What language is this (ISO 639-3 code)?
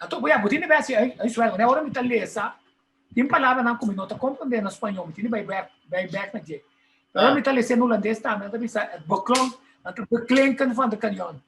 pap